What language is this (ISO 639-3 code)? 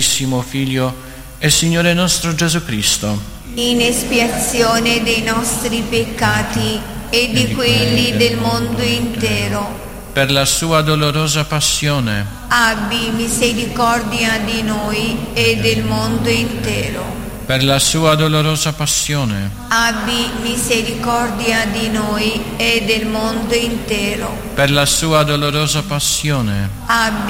ita